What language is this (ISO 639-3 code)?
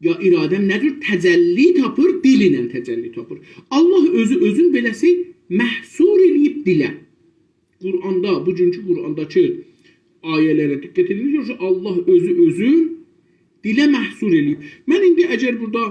azb